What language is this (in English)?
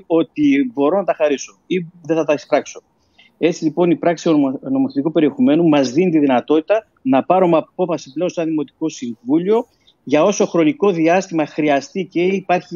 Greek